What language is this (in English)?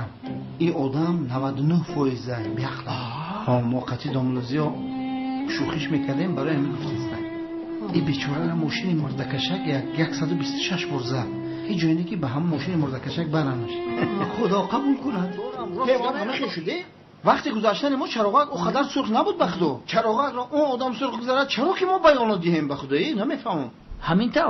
Tajik